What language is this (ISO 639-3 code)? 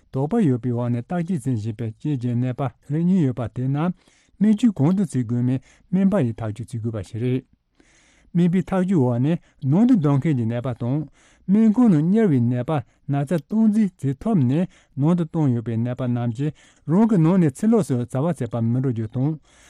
bod